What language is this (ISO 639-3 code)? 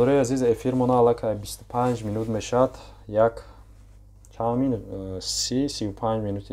tgk